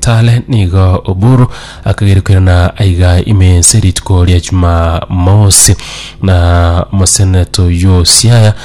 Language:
Gusii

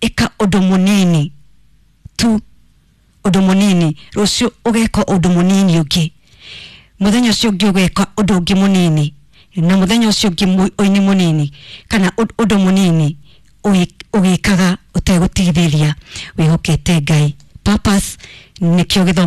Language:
Kikuyu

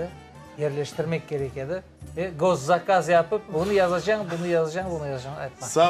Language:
Crimean Tatar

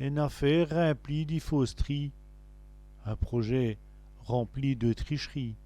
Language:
Walloon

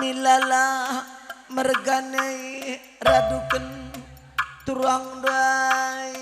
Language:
Batak Karo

